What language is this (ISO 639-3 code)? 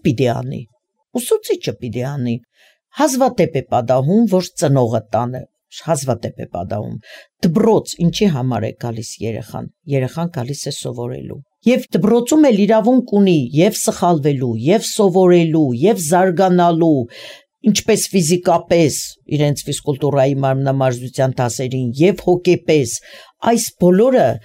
hye